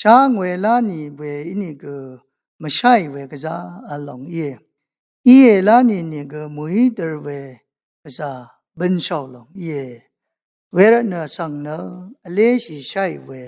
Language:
Rawang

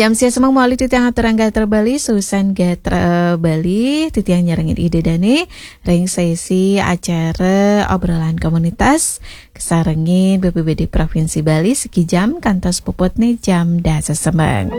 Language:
Balinese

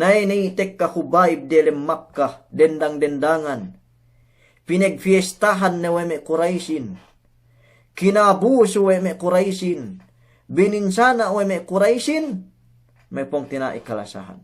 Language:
Yakan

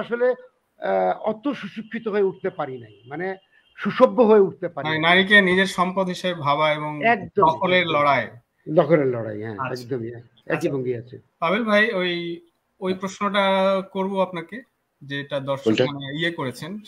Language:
Bangla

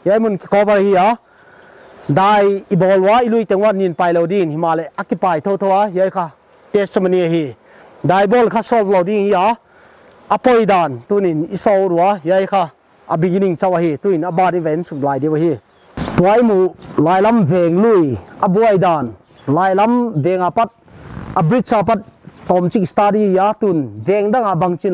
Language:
Paite Chin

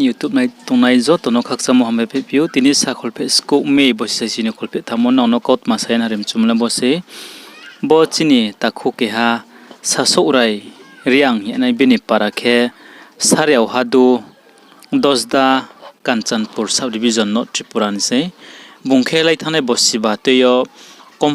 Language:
Riang (India)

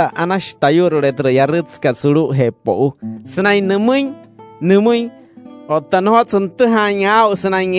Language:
Wayuu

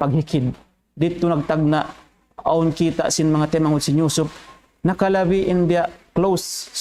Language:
Tausug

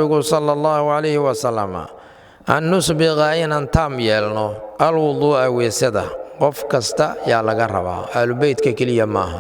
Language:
Somali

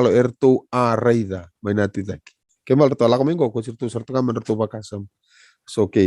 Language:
Fijian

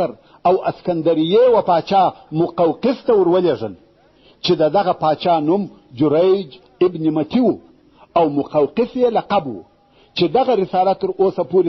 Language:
Pashto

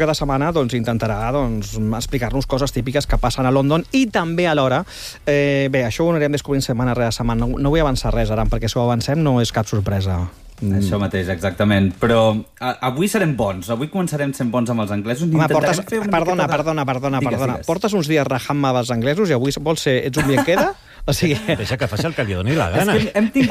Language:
Catalan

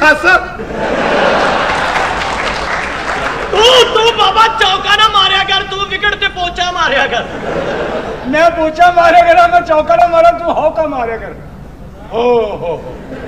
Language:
Punjabi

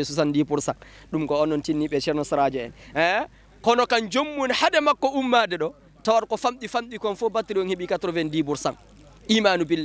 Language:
Fula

